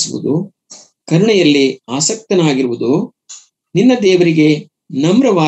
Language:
Kannada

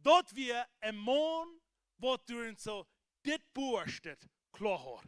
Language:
Plautdietsch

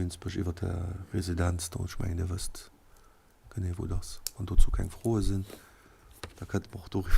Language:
Luxembourgish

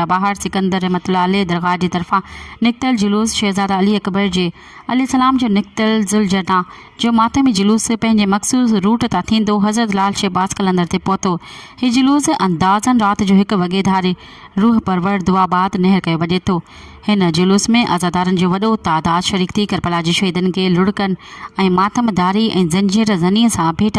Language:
Sindhi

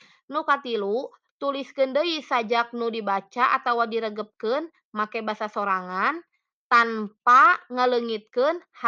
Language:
Sundanese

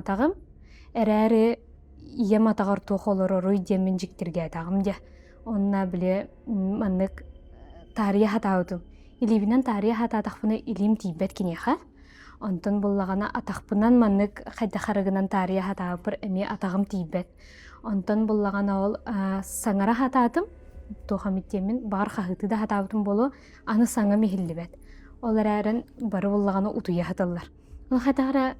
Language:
Yakut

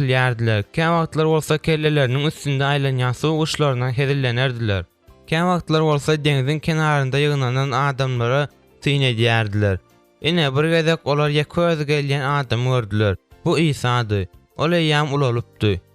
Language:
Turkmen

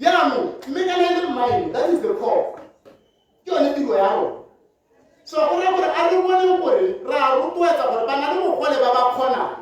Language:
Tswana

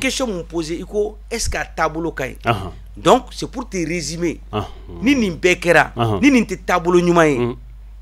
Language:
Bambara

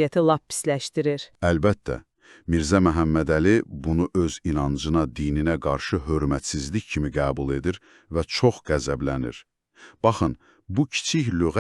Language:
Azerbaijani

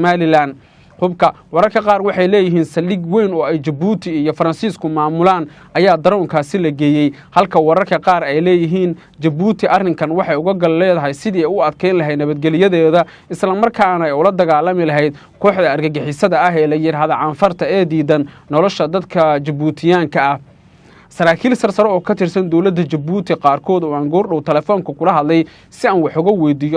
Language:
Somali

